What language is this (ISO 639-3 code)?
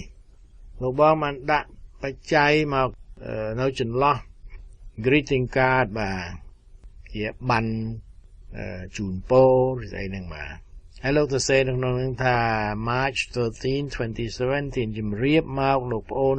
khm